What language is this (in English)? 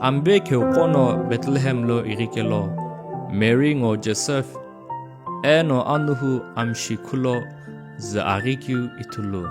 Sumi Naga